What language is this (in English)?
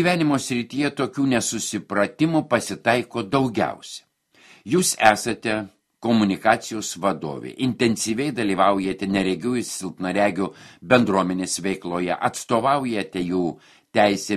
Lithuanian